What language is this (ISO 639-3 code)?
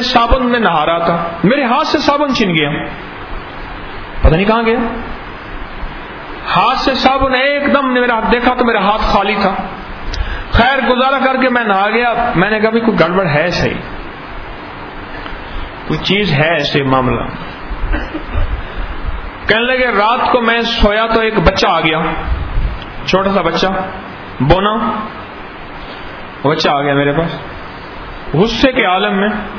urd